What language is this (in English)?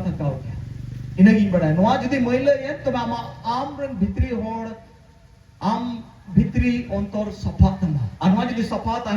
Santali